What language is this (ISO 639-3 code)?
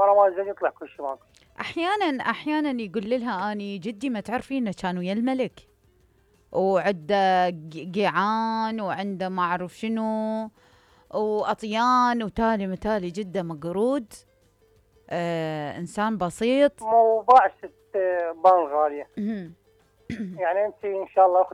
acm